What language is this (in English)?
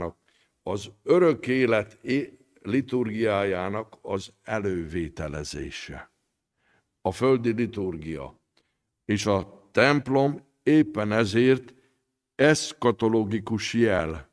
Hungarian